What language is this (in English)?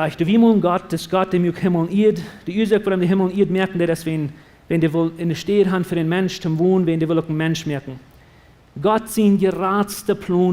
Plautdietsch